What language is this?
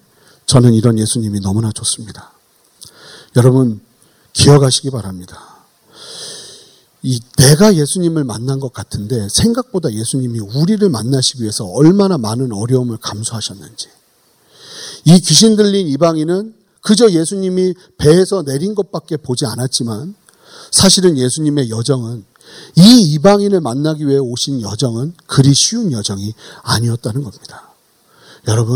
Korean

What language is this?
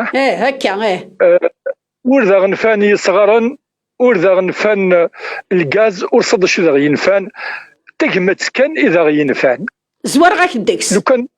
Kabyle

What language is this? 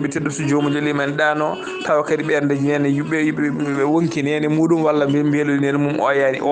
Fula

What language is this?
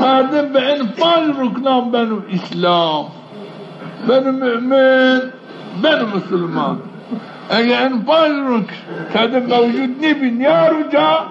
Zaza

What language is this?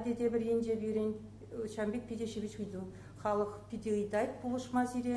Chuvash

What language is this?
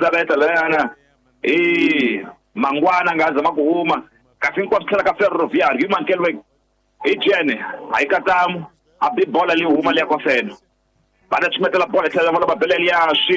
Tsonga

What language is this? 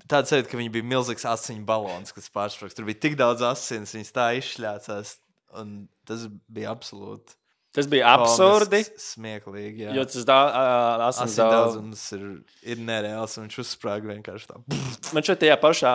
Latvian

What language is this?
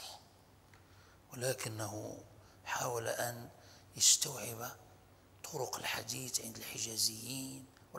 Arabic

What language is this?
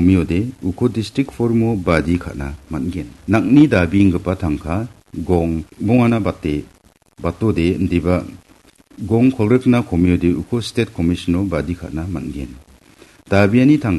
Garo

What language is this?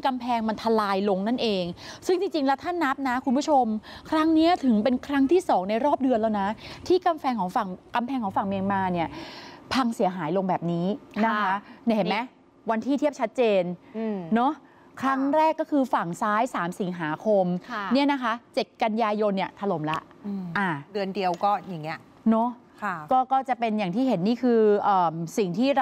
Thai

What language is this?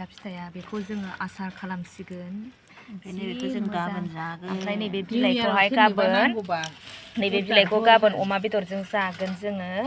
Bodo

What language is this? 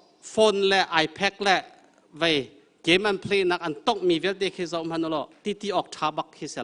Hakha Chin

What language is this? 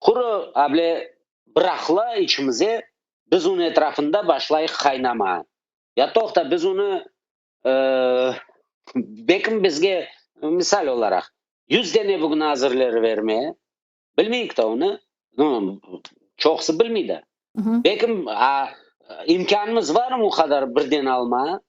Crimean Tatar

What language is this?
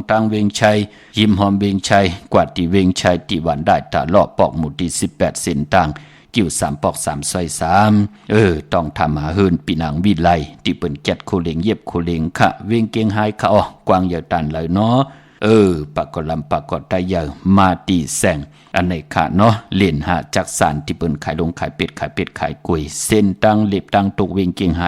Shan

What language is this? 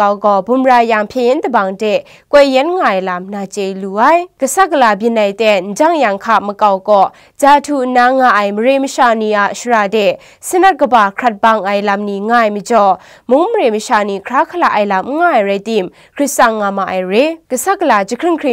Kachin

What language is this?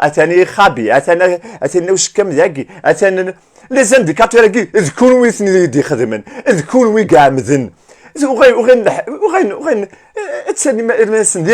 Kabyle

